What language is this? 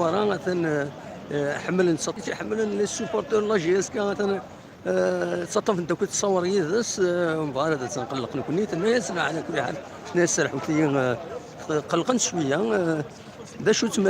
Kabyle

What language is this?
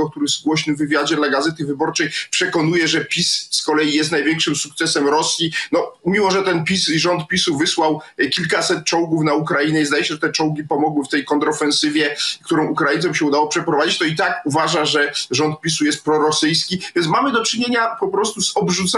Polish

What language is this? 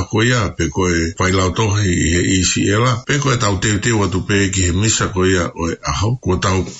Tongan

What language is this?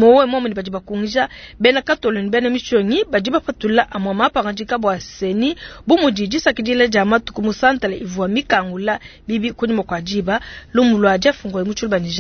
Luba-Lulua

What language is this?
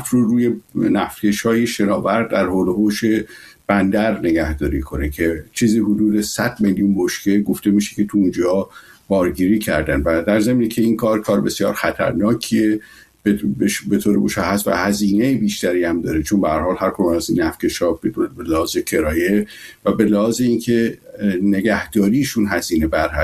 Persian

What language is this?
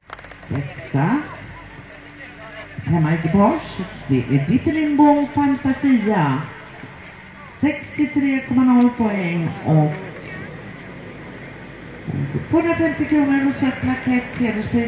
Swedish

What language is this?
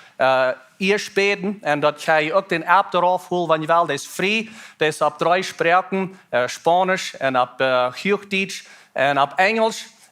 Plautdietsch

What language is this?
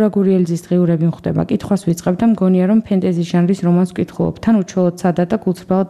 Georgian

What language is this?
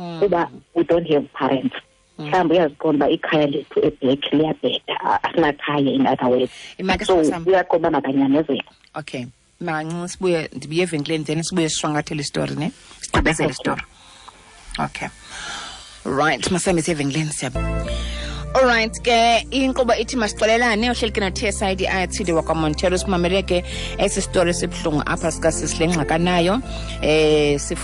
Xhosa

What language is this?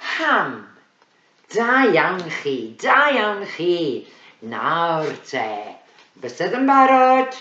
Welsh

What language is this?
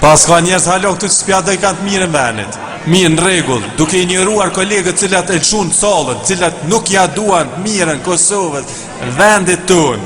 Albanian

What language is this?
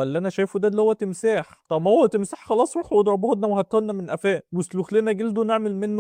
Egyptian Arabic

